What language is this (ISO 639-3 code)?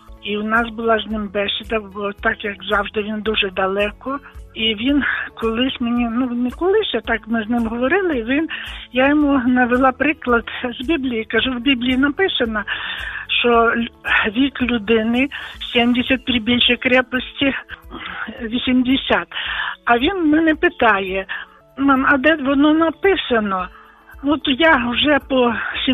ukr